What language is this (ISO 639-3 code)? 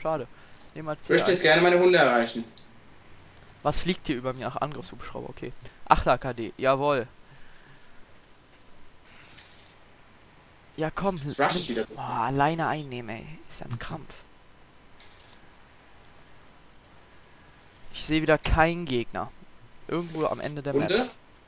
deu